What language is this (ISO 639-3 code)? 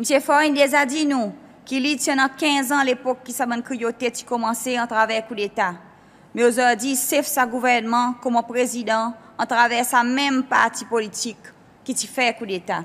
crs